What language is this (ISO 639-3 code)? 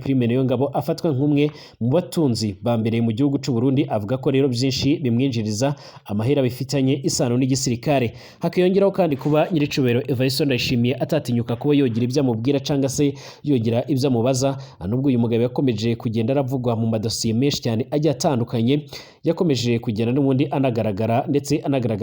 run